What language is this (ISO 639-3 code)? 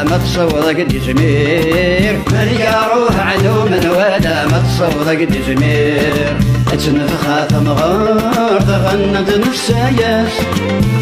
kab